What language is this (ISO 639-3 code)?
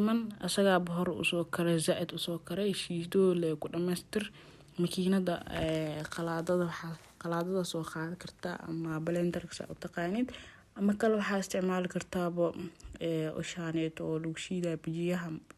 som